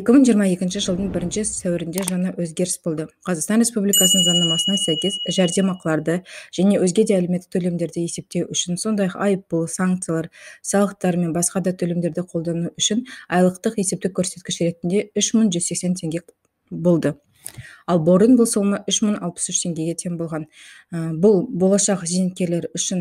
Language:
Kazakh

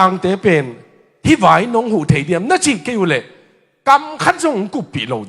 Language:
Tedim Chin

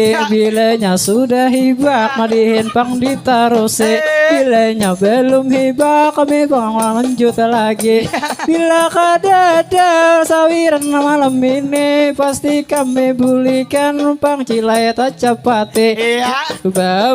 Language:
Banjar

